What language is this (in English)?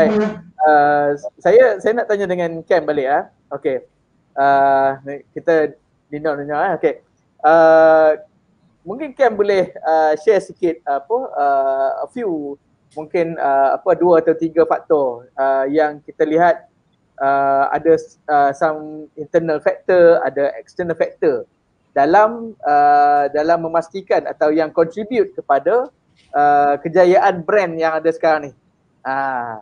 Malay